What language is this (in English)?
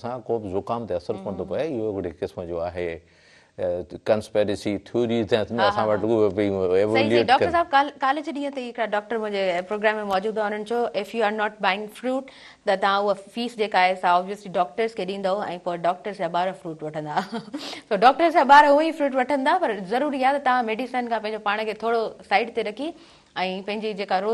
Sindhi